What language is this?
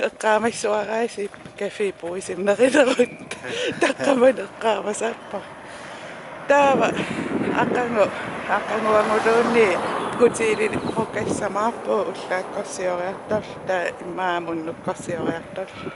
Kalaallisut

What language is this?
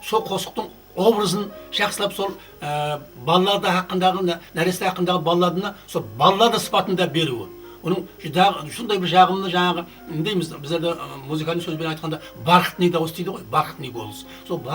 Kara-Kalpak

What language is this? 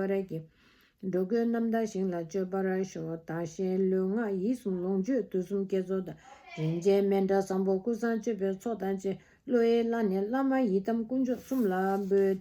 Tibetan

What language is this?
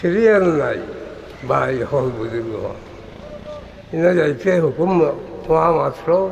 Sylheti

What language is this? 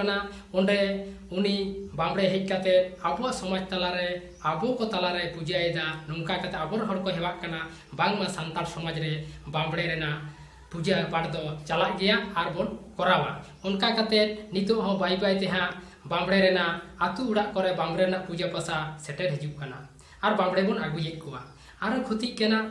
Santali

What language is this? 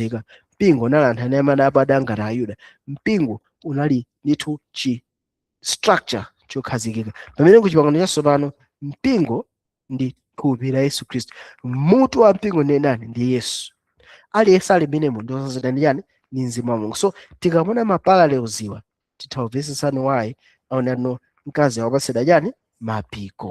Nyanja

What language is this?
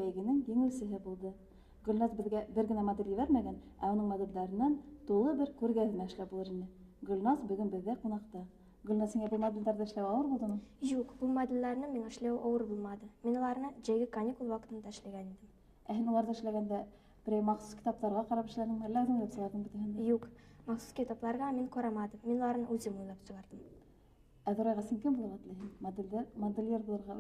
Bashkir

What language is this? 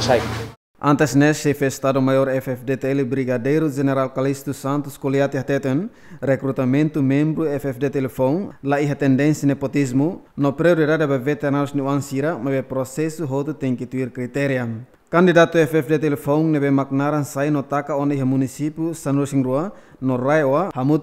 Tetum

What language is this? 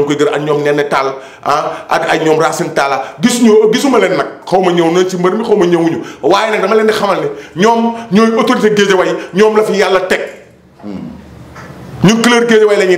Wolof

